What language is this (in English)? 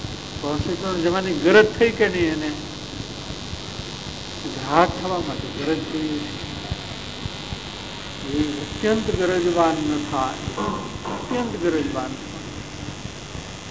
Gujarati